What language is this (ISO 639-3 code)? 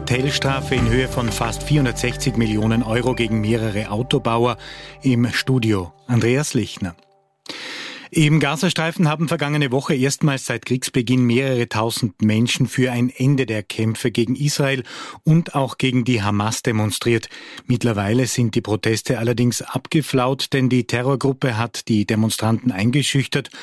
deu